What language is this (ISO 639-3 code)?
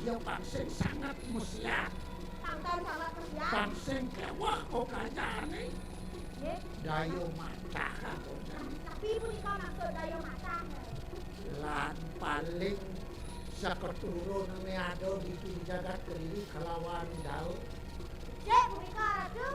ban